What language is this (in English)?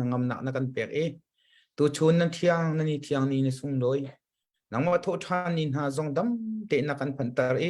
Hakha Chin